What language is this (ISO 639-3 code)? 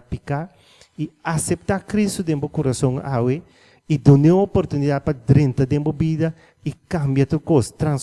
pap